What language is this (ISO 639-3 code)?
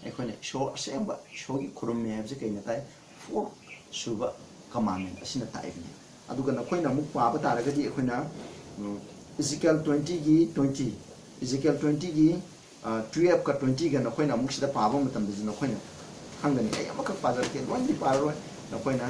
mni